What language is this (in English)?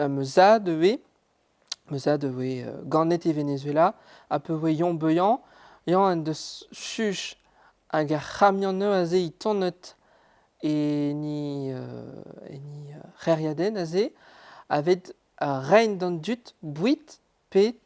Breton